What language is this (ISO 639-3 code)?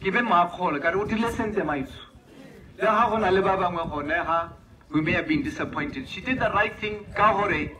tsn